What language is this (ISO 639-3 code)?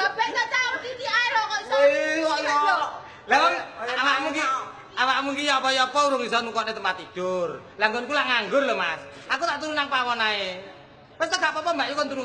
jav